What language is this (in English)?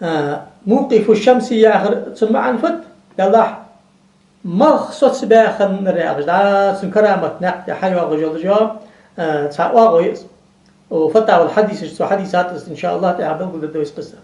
Ingush